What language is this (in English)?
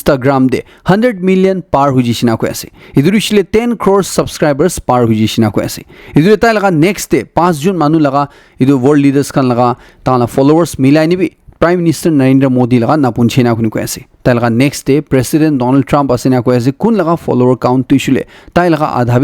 Naga Pidgin